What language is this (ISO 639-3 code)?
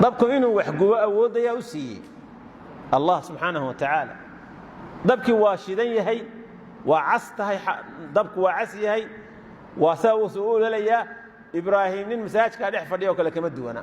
som